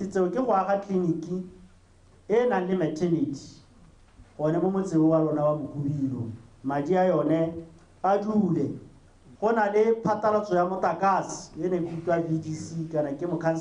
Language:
Tswana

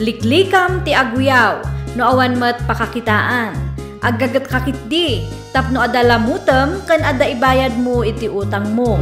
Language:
Iloko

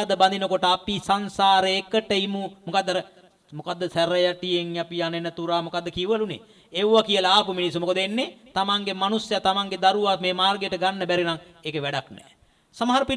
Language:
Sinhala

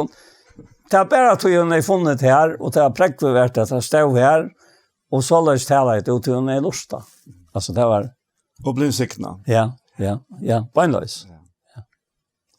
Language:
Faroese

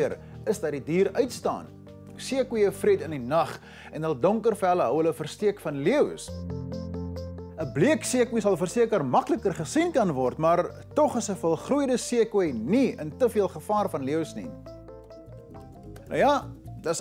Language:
Afrikaans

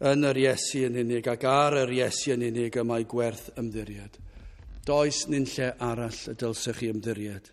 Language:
Welsh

